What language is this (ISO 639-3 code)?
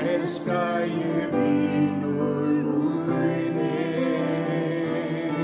fao